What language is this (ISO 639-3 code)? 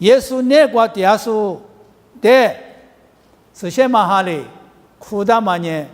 lis